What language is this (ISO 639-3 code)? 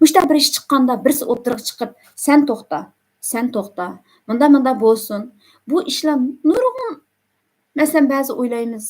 uig